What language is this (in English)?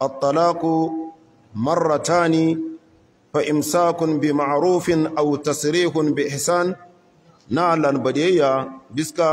Hausa